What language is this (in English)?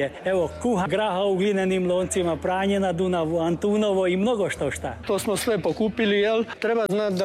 Croatian